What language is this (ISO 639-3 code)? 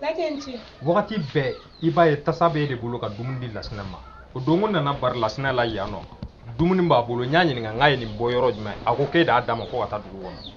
bam